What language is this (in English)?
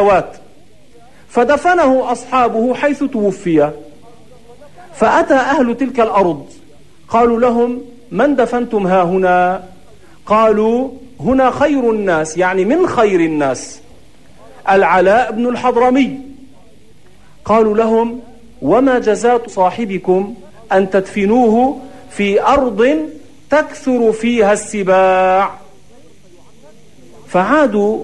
Arabic